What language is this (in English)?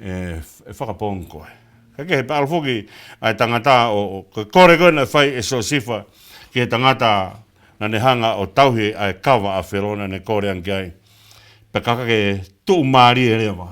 Tongan